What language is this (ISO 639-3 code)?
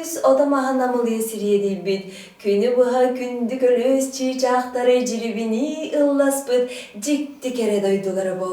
sah